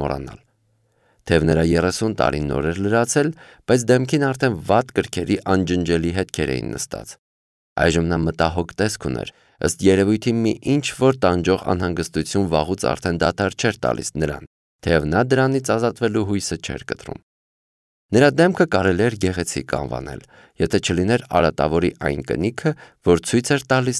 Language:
Armenian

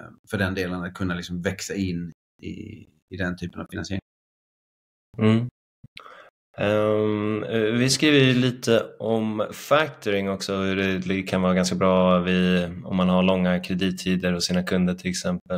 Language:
Swedish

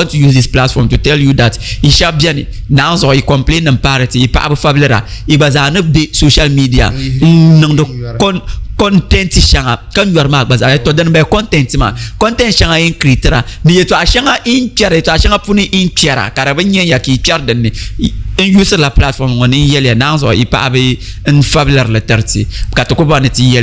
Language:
Dagbani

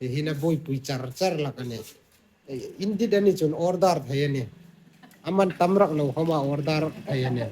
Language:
Hmar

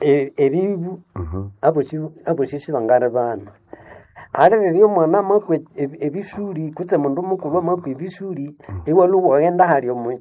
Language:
Nande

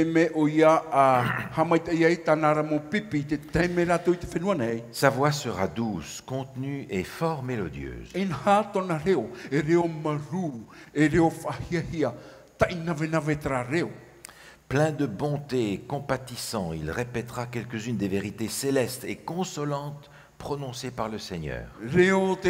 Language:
Tahitian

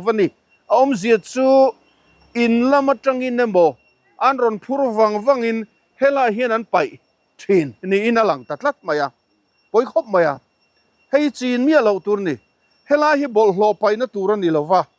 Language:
Mizo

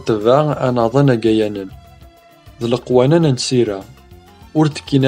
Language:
Kabyle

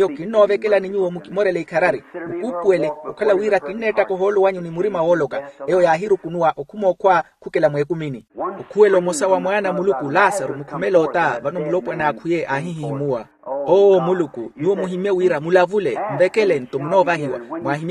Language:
Makhuwa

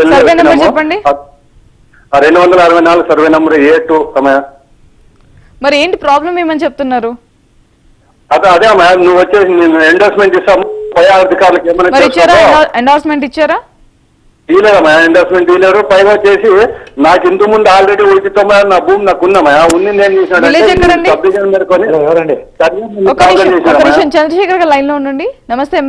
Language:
Telugu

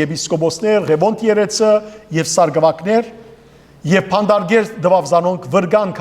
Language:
Western Armenian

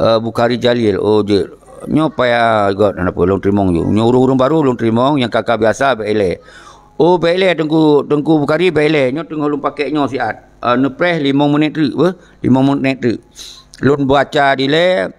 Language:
Achinese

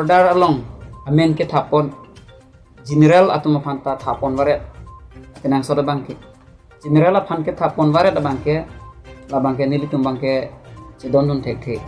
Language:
Karbi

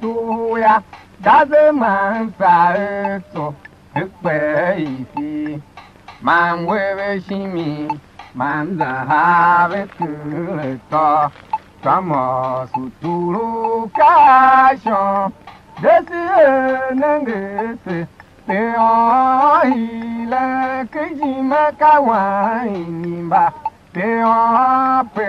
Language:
Tiv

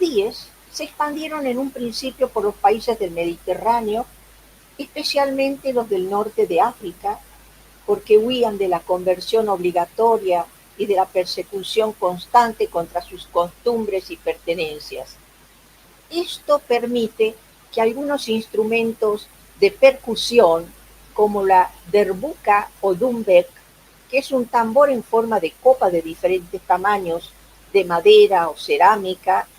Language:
Ladino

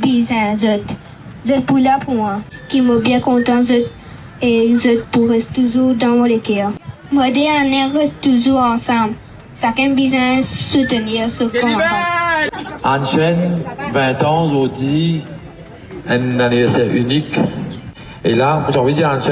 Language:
Morisyen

